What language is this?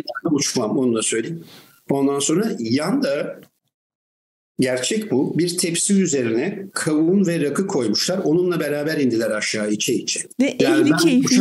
Turkish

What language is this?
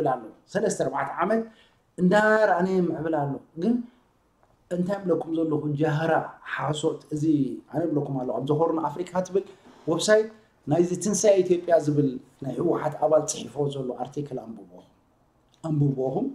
Tigrinya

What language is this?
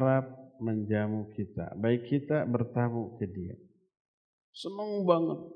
Indonesian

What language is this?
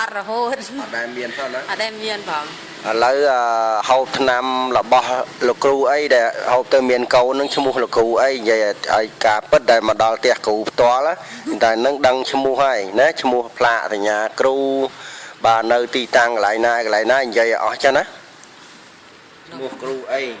Khmer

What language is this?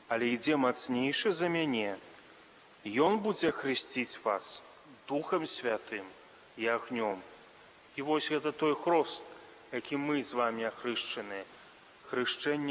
Belarusian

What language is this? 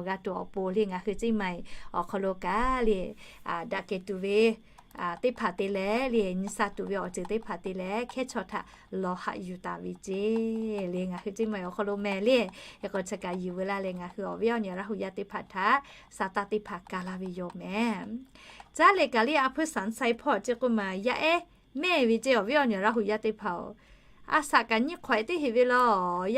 Lahu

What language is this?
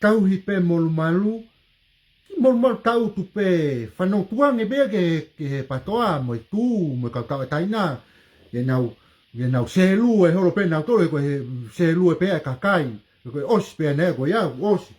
Tongan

